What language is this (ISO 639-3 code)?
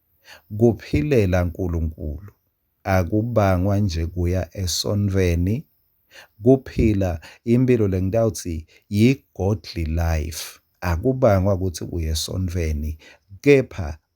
ssw